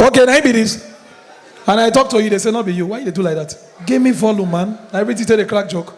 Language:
Nigerian Pidgin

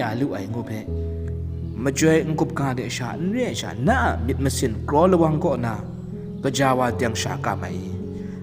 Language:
Kachin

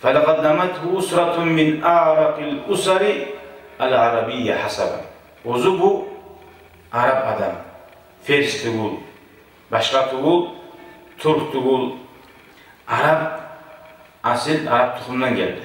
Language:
Kumyk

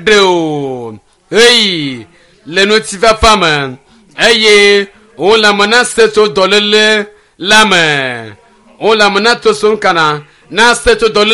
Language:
Ewe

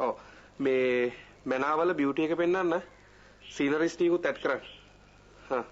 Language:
Sinhala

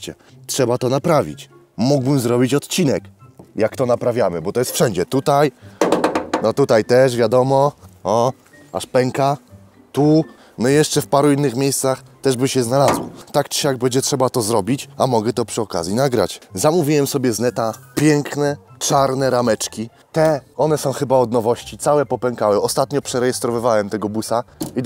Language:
Polish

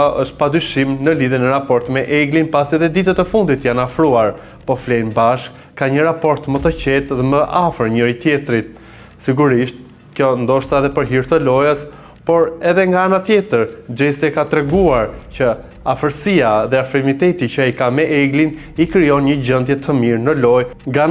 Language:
Albanian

